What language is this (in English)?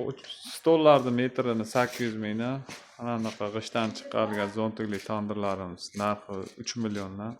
Uzbek